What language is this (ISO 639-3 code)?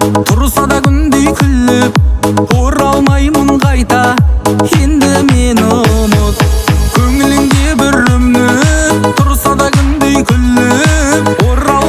kaz